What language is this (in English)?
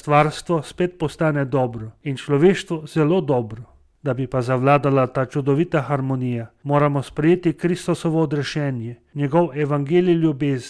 Slovenian